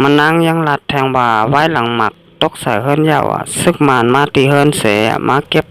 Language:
Shan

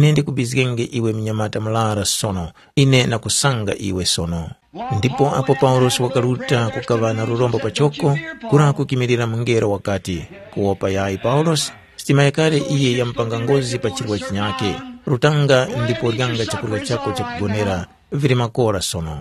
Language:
Tumbuka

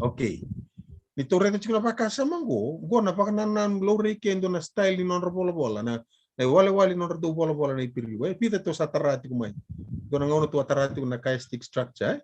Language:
Fijian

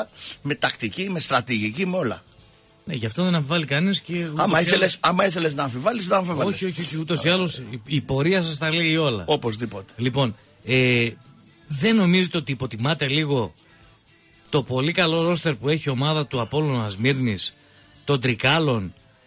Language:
Greek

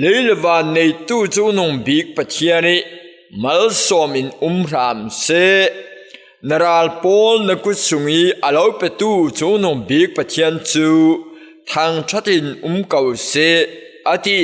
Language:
Falam Chin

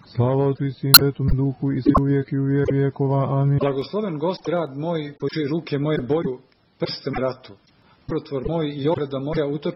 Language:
Serbian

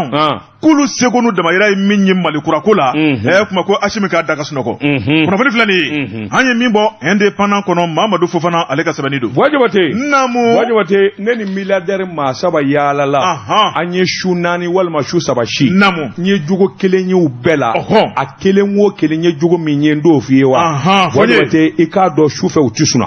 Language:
Bambara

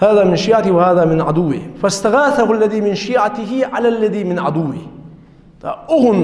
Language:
Ingush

